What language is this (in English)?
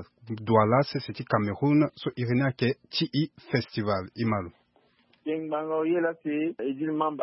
Sango